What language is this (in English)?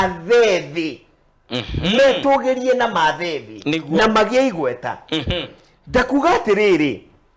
Kikuyu